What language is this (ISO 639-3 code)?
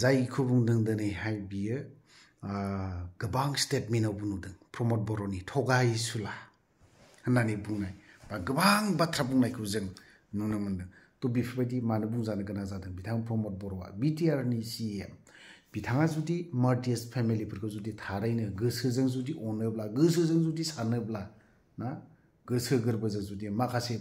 brx